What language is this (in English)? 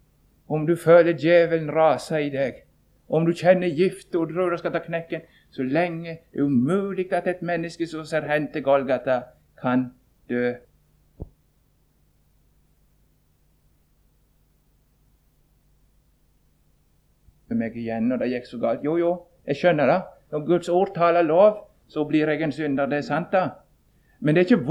Norwegian